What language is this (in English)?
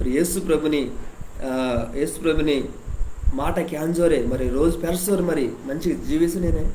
Koya